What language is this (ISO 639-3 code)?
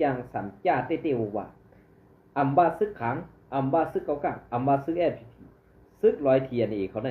shn